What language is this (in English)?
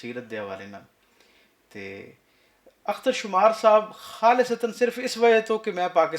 Western Panjabi